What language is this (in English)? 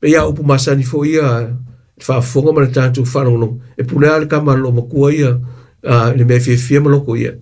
Samoan